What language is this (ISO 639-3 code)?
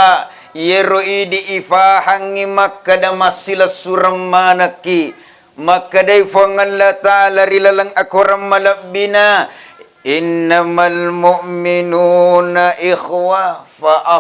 bug